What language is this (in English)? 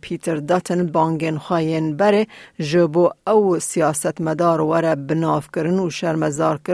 Kurdish